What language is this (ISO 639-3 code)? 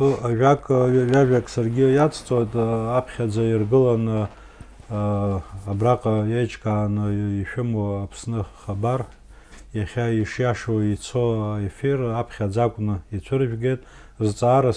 abk